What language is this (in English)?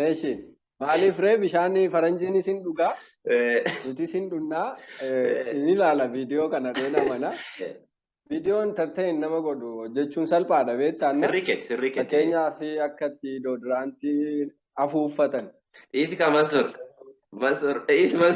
Oromo